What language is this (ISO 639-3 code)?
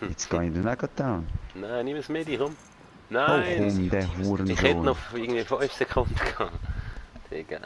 gsw